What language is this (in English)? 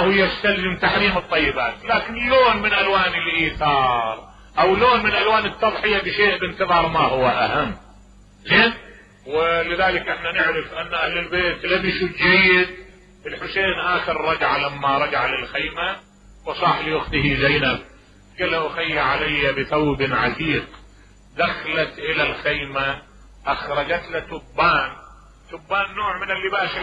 Mesopotamian Arabic